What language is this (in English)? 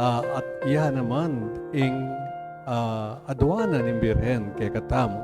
Pampanga